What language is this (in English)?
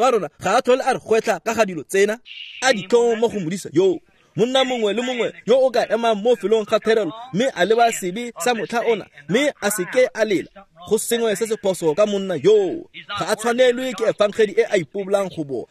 Tswana